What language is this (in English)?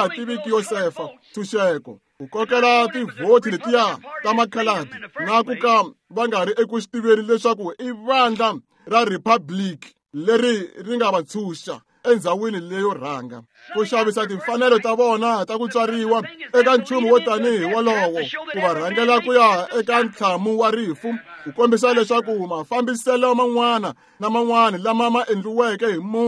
Tsonga